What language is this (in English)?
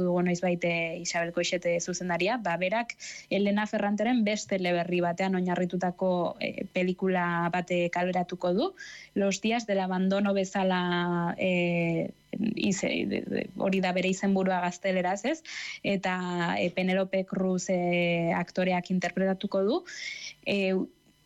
Basque